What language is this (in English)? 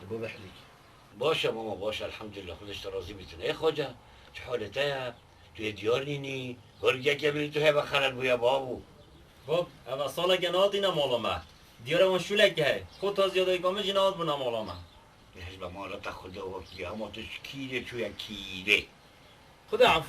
Kurdish